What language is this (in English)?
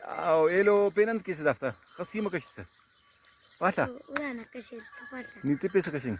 Brahui